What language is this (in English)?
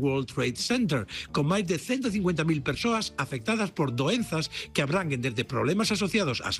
Galician